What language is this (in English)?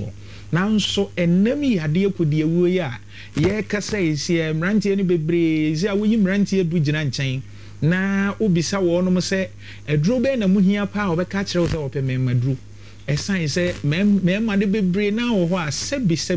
Akan